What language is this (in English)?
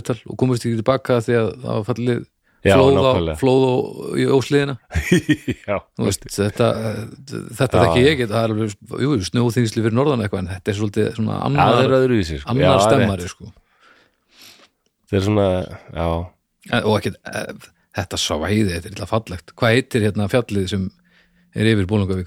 Icelandic